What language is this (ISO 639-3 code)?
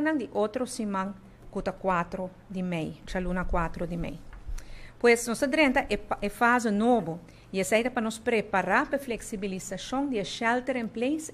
pap